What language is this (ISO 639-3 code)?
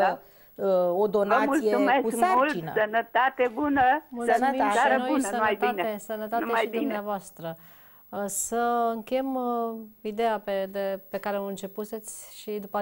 ron